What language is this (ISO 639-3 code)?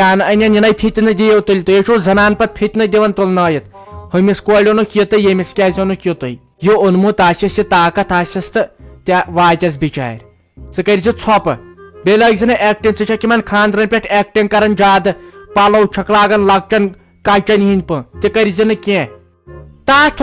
kas